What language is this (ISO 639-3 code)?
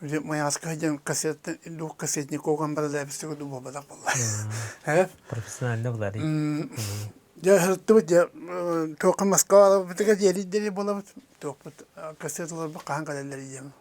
sah